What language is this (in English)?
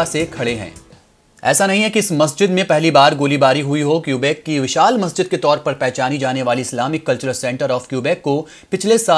Hindi